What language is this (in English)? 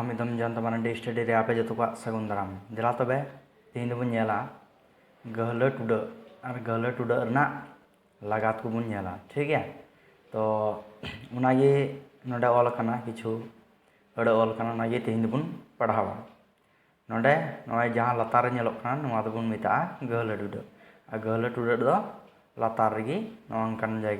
Santali